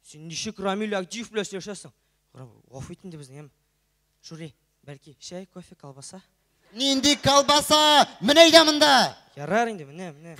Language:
Tatar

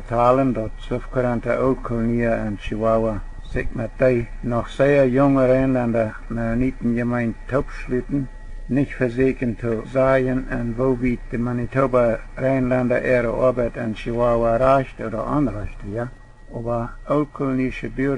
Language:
Plautdietsch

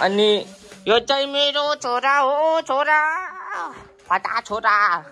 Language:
Nepali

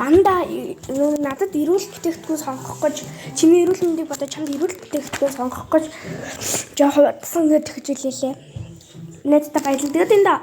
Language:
Mongolian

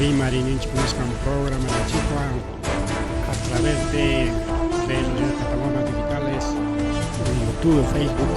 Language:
Ayacucho Quechua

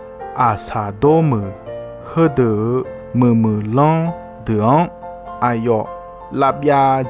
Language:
Akha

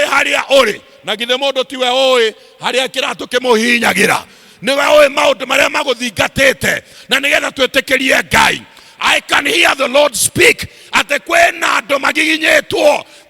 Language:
Kikuyu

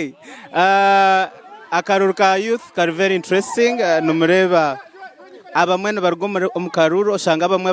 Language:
Nyankole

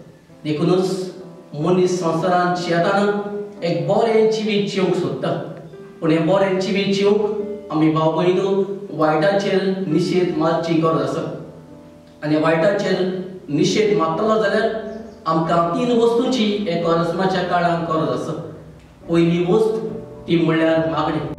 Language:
Konkani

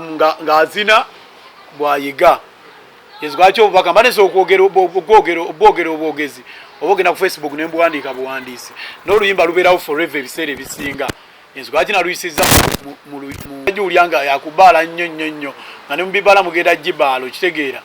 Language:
Ganda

